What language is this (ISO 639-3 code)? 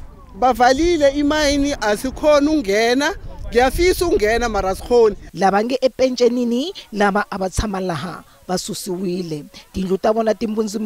tso